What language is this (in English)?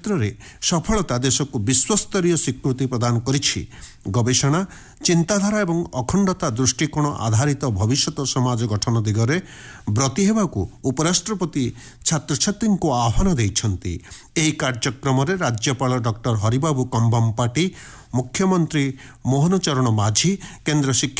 Odia